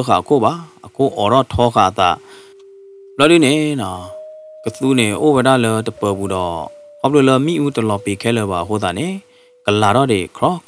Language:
S'gaw Karen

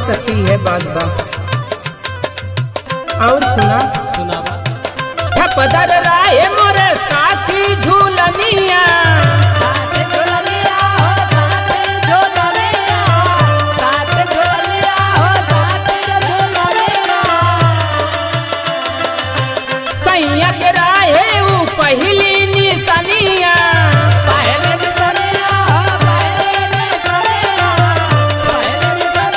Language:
Bhojpuri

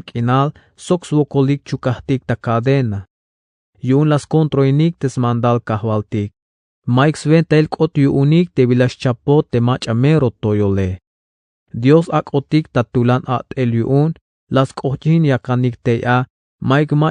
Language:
Tzeltal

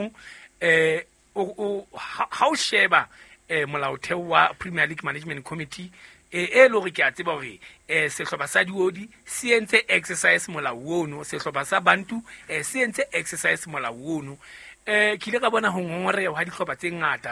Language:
Southern Sotho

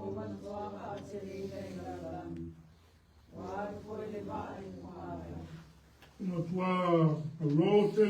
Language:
Samoan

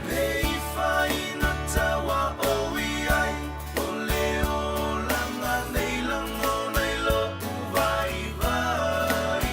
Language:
Samoan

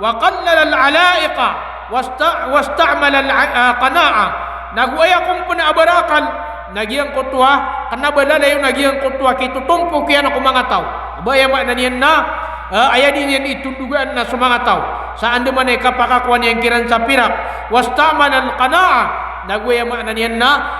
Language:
Maranao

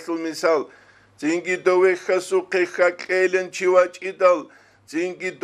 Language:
Avaric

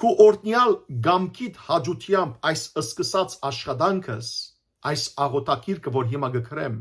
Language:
Western Armenian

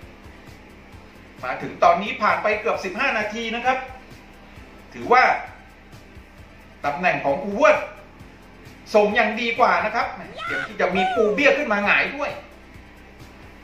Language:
Thai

